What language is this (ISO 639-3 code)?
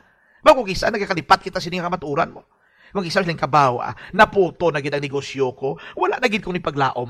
hil